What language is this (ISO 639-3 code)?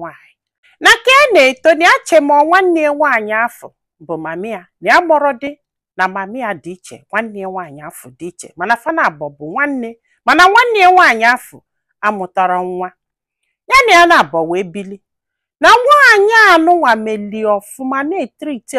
ibo